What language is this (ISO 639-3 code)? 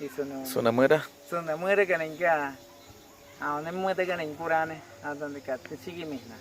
kwi